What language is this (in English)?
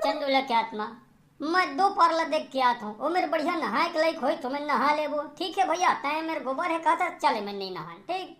Chhattisgarhi